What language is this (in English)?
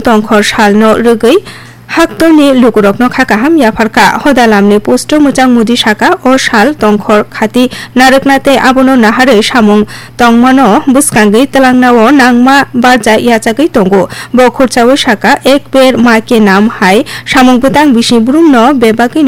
Kok Borok